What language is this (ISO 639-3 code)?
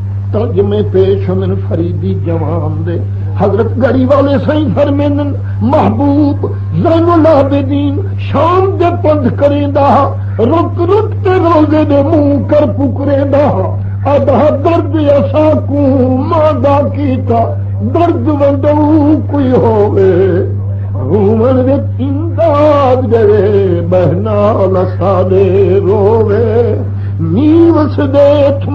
skr